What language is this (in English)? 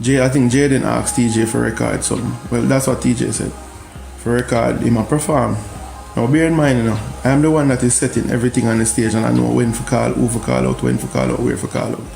Jamaican Creole English